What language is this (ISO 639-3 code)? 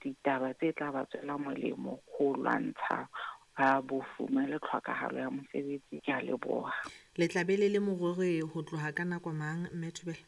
sot